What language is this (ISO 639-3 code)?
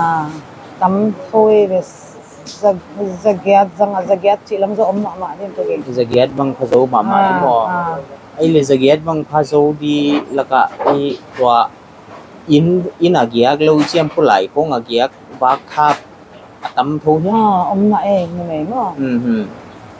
pck